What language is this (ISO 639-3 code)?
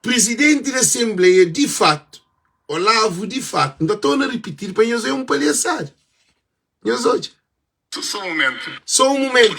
kea